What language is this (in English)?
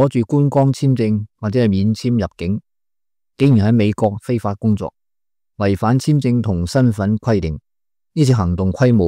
Cantonese